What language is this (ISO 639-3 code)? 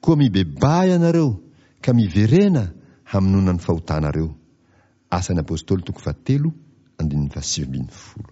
mlg